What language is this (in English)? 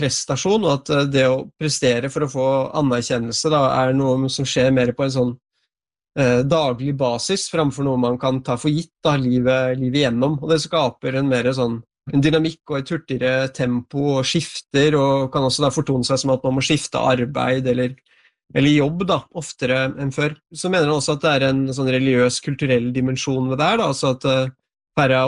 Norwegian